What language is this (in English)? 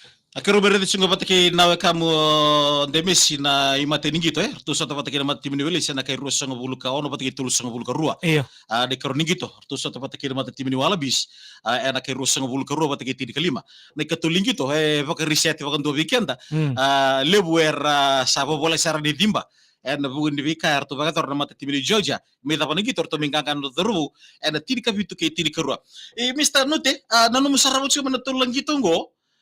Fijian